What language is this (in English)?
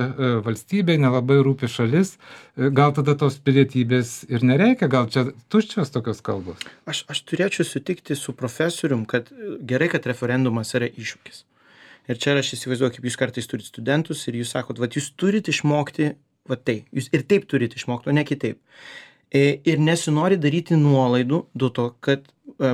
Lithuanian